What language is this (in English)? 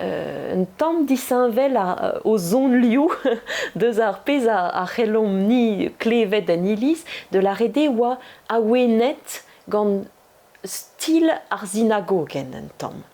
Breton